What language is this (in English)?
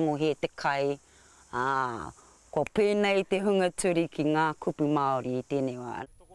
Māori